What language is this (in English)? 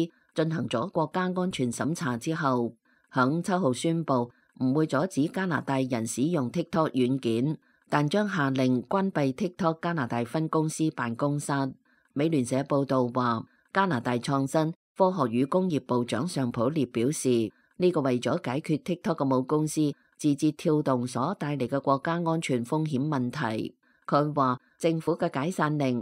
Cantonese